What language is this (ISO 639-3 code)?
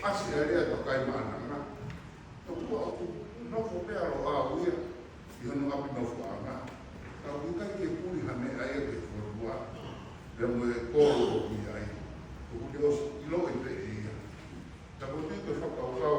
ton